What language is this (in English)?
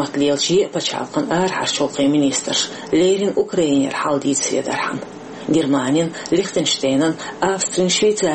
Chechen